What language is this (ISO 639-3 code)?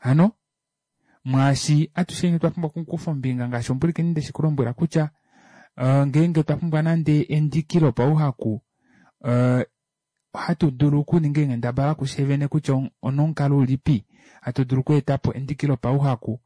kua